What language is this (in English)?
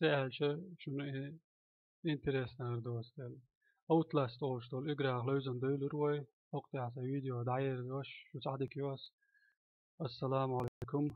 Chechen